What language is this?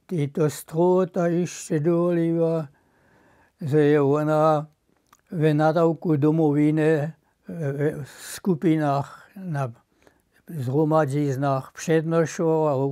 Upper Sorbian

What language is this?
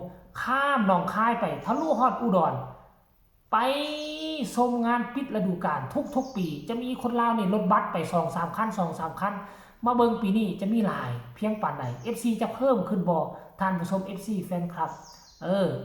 Northeastern Thai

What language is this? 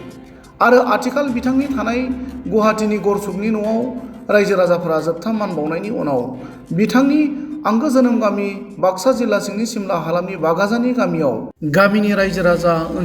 Bodo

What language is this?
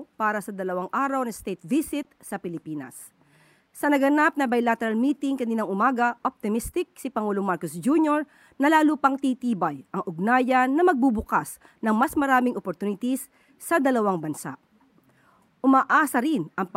Filipino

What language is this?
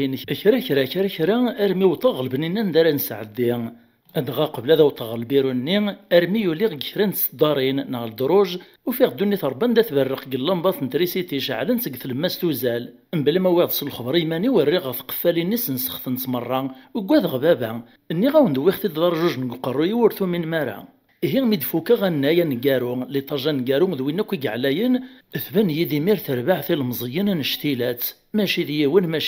Kabyle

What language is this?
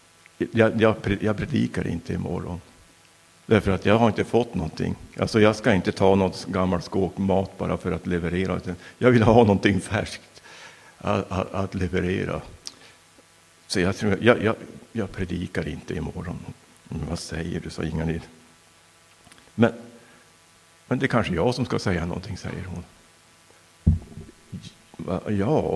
Swedish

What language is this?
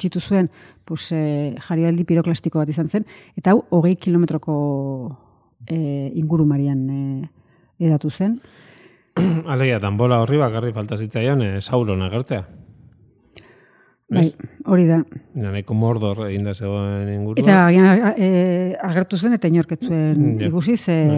Basque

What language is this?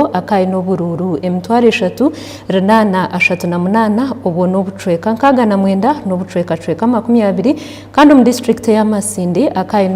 Nyankole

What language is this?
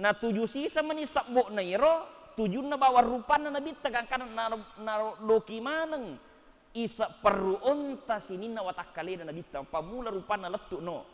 Buginese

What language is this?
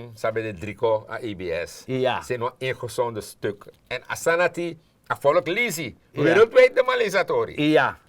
Sranan Tongo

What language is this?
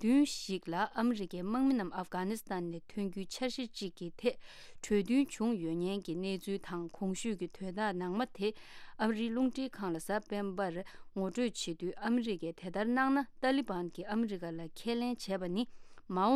Tibetan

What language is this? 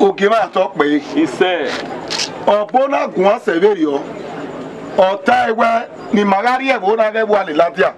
Bini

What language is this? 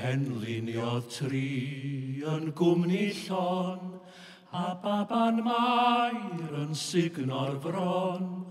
Welsh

